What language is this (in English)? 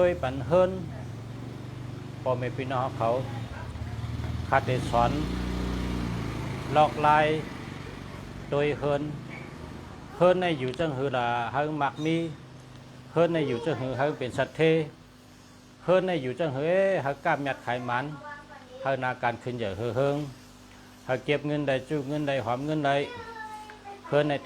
Shan